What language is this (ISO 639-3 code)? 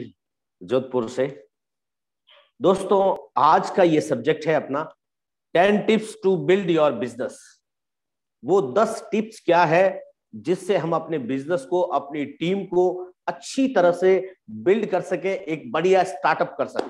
hin